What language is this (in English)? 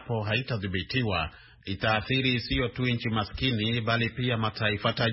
Swahili